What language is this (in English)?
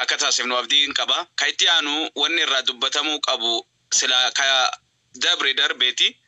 Oromo